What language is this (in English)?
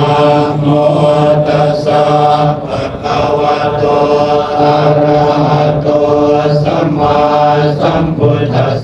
Pali